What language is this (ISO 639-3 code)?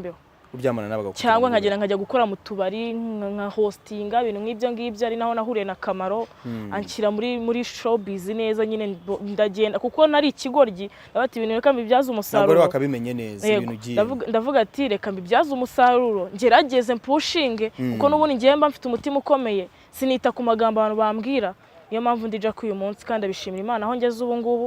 kin